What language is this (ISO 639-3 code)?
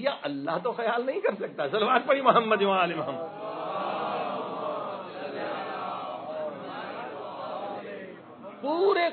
urd